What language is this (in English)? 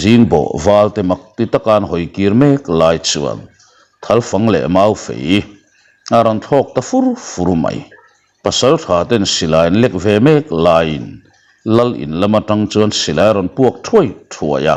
Mizo